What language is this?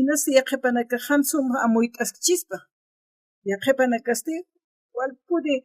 Aymara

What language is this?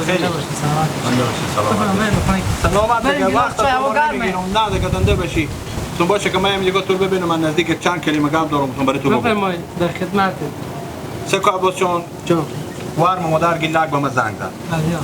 Hazaragi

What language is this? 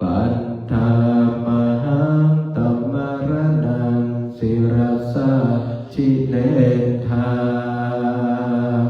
Pali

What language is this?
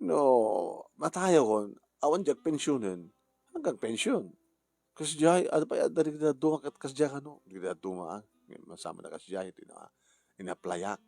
Iloko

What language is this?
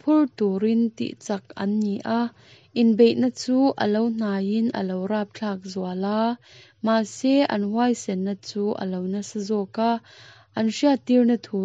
Mizo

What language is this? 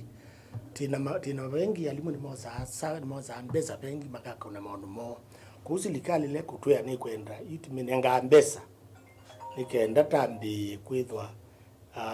Kamba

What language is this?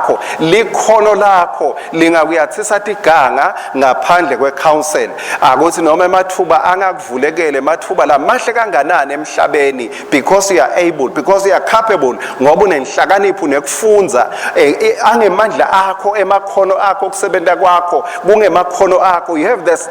Swati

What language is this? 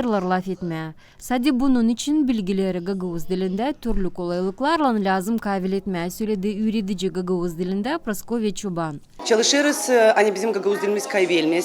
Gagauz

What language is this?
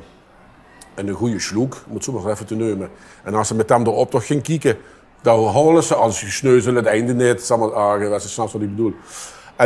Limburgish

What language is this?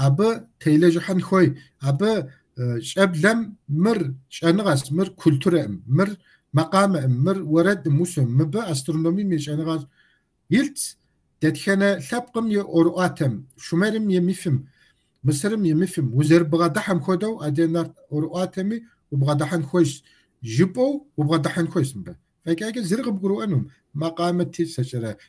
Kabardian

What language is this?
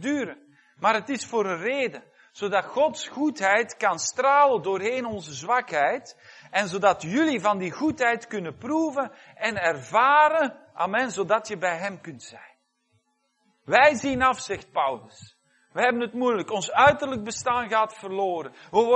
Dutch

